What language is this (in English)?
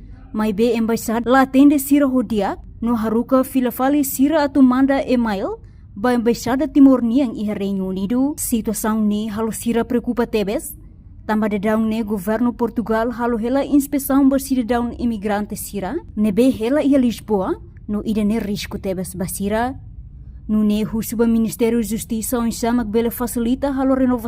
Tetum